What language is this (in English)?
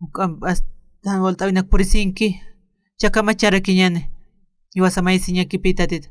Aymara